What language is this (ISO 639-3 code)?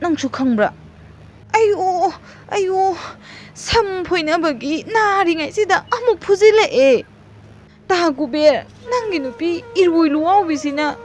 mni